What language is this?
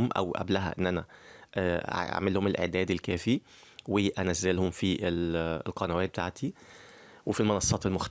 Egyptian Arabic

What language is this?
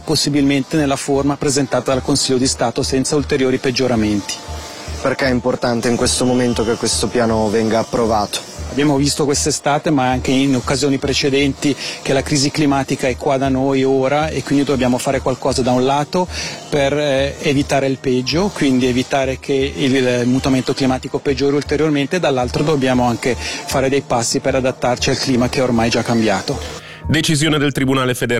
Italian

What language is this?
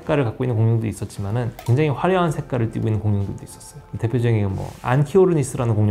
Korean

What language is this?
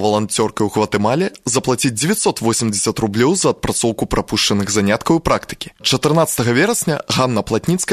Belarusian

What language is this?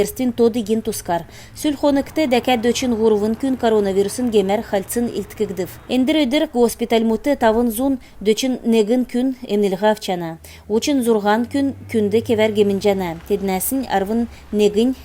Kalmyk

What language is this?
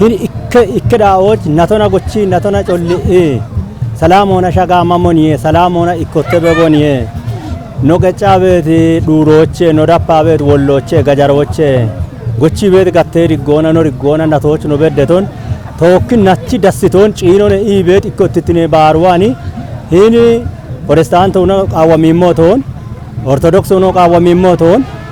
Kafa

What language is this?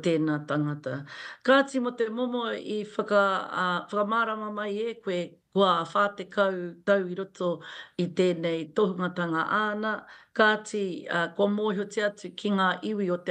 Māori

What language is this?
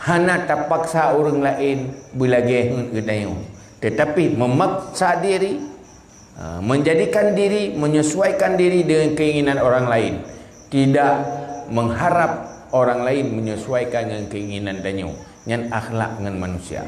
Achinese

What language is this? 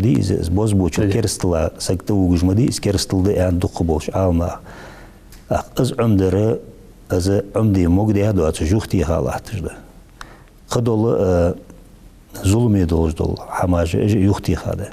Ingush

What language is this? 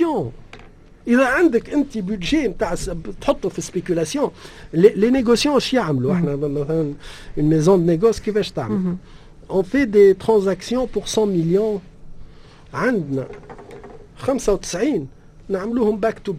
Tunisian Arabic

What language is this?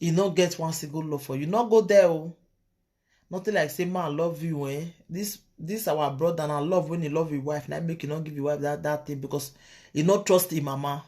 Nigerian Pidgin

